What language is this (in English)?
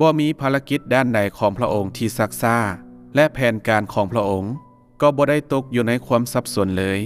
Lao